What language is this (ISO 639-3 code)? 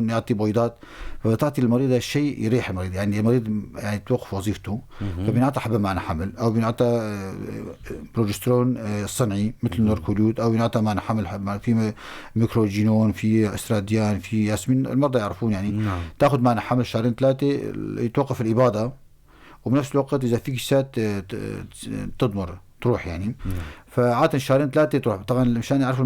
apc